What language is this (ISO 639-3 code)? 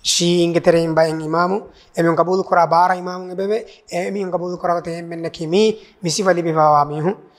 div